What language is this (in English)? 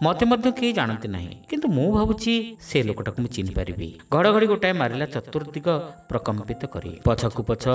Odia